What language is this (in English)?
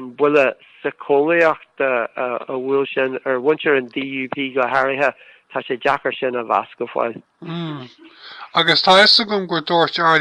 Irish